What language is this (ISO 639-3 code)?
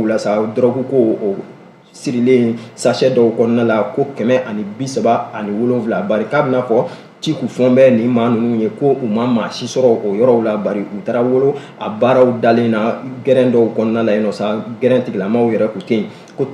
bam